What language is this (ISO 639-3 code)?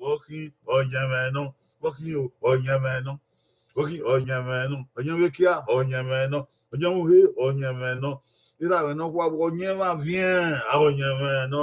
bin